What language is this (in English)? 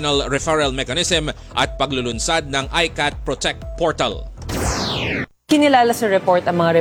Filipino